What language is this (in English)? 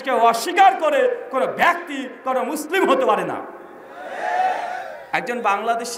Bangla